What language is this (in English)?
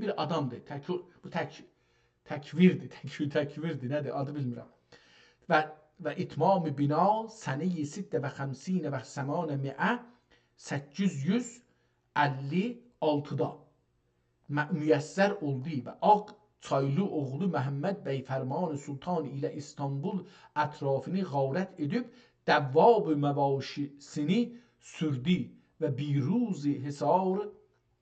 South Azerbaijani